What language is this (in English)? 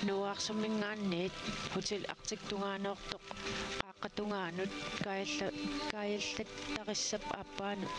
Kalaallisut